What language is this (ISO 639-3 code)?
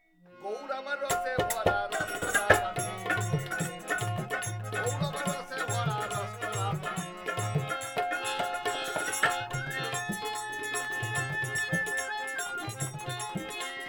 ben